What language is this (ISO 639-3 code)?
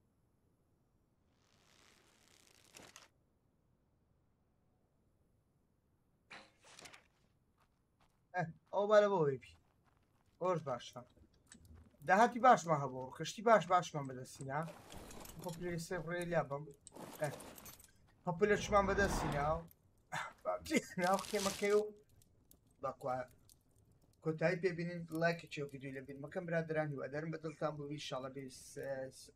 fas